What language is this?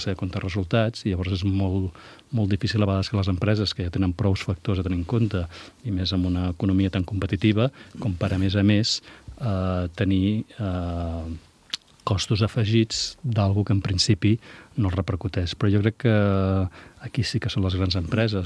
Catalan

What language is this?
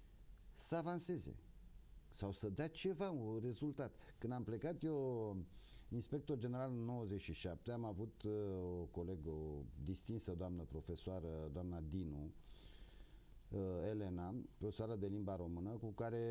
Romanian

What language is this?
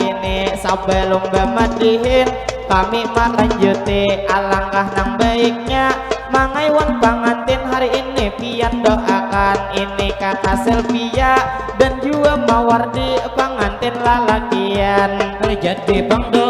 Banjar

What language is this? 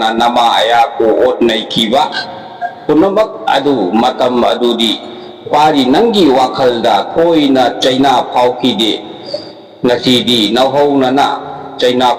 Manipuri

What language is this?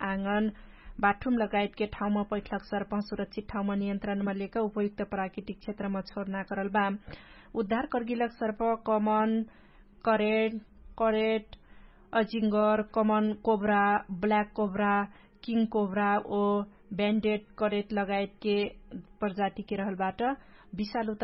Dangaura Tharu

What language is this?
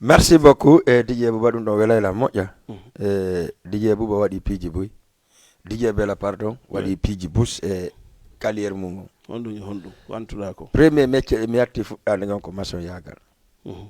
Fula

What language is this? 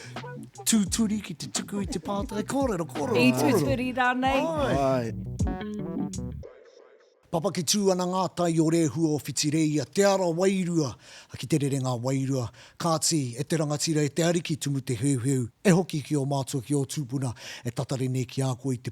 Māori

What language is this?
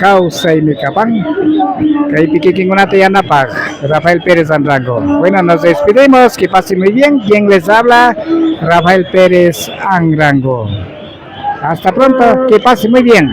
Imbabura Highland Quichua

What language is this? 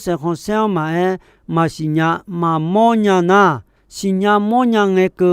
Akha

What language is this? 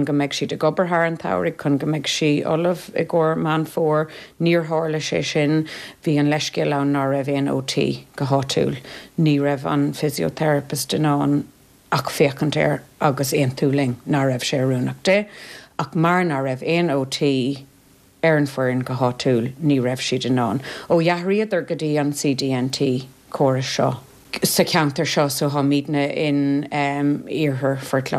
Irish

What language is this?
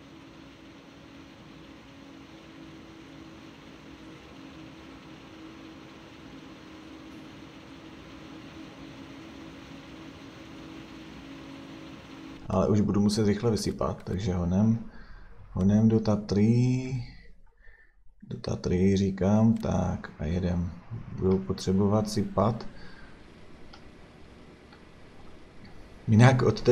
Czech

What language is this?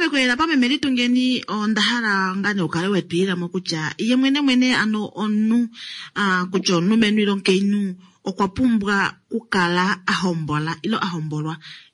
Kuanyama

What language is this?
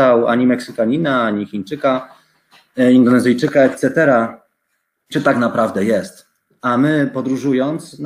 Polish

